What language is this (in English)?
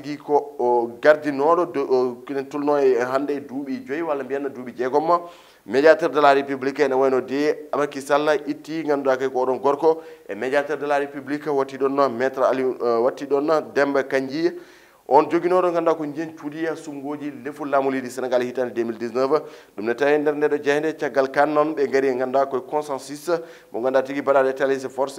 Fula